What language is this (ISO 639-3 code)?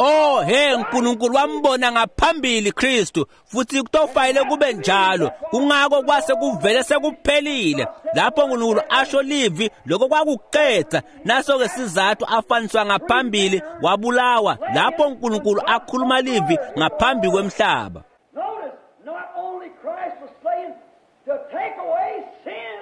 ssw